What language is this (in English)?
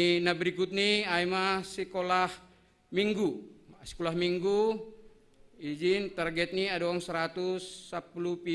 Batak Simalungun